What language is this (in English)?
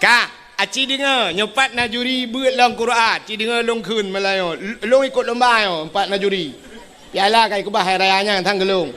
Achinese